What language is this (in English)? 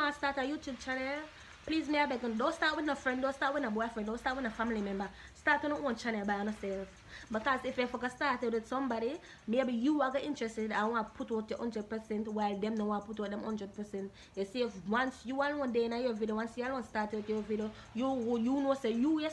Jamaican Creole English